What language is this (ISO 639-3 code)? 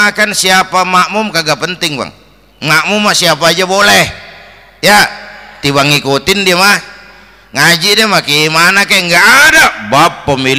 bew